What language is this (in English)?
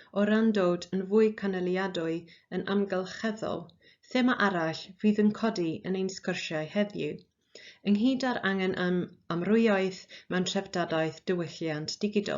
Welsh